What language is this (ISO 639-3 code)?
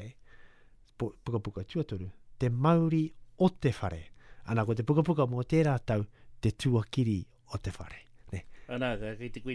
mri